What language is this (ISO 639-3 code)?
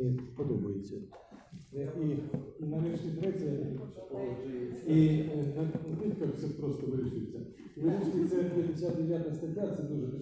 ukr